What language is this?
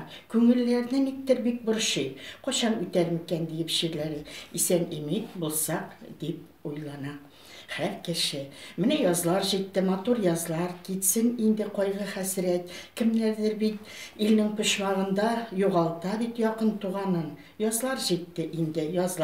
Tatar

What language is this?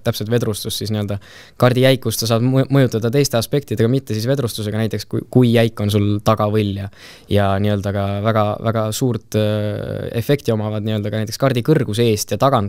Estonian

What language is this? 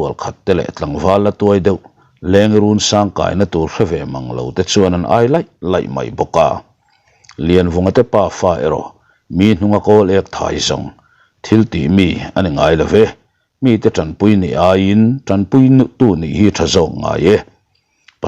Mizo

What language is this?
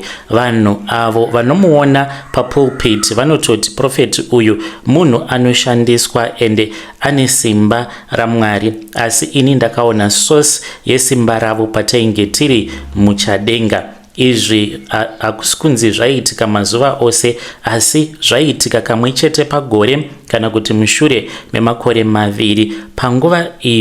Shona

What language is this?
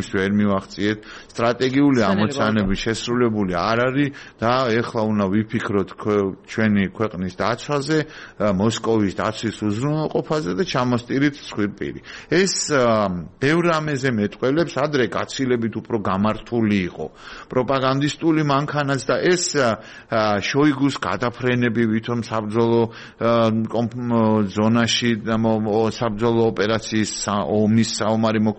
Georgian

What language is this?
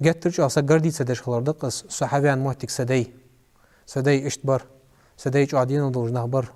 Ingush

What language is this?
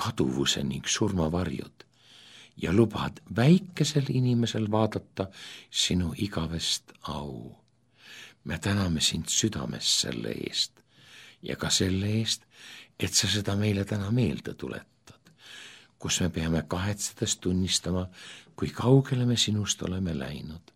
Estonian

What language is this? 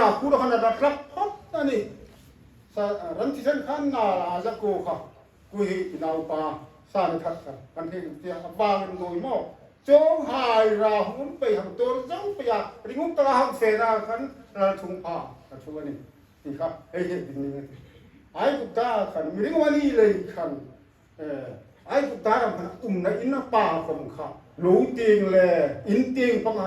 Hmar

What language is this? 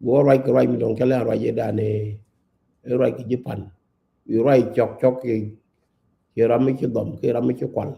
Nuer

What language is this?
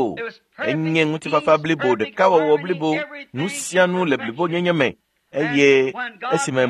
Ewe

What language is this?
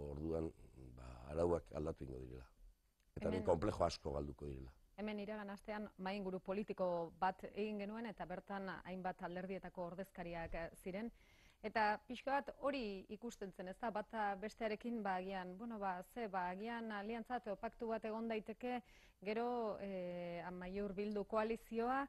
Basque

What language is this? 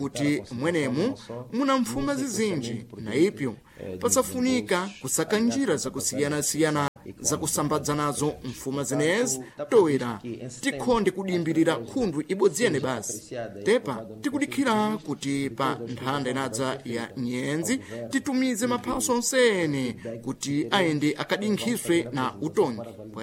Sena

